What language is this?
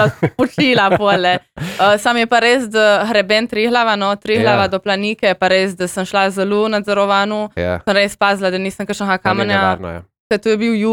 Slovenian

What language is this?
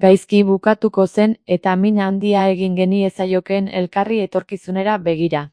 Basque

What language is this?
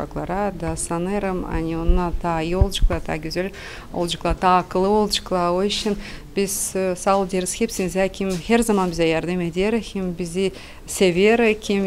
Gagauz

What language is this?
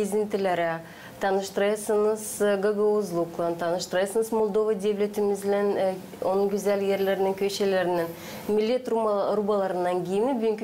Gagauz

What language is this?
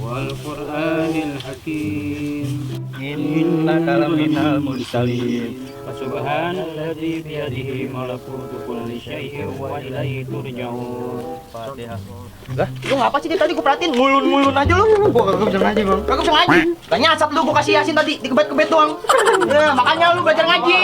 Betawi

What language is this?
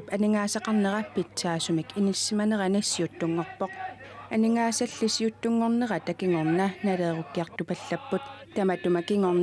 Kalaallisut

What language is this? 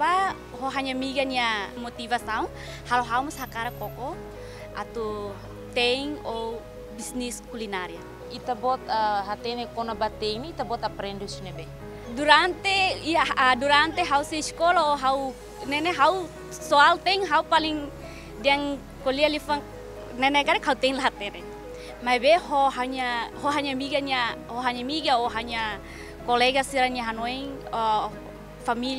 Tetum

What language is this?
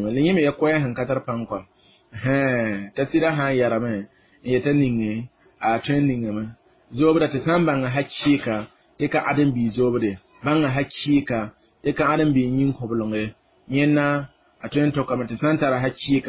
Mossi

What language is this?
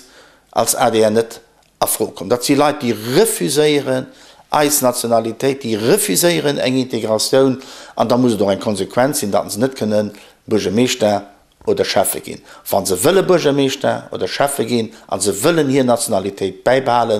Luxembourgish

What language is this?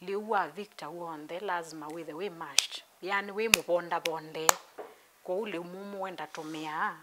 Kamba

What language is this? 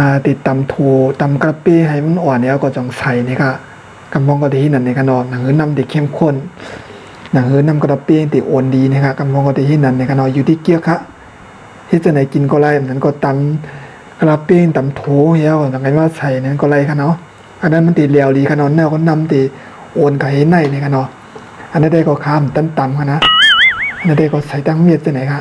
Shan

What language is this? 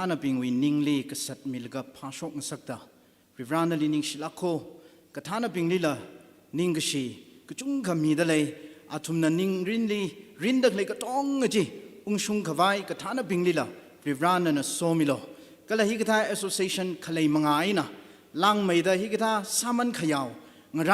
Tangkhul Naga (India)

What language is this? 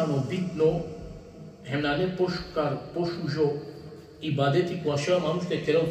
Balkan Romani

